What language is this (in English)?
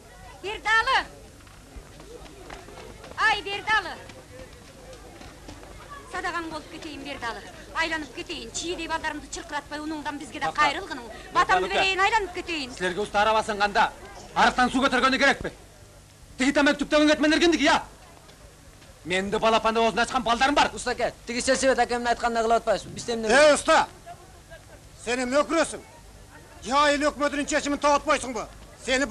Kyrgyz